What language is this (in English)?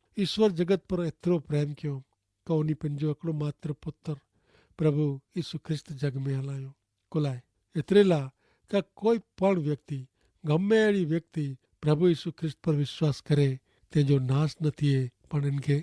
Kachhi